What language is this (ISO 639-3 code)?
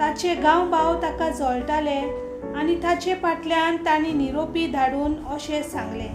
kok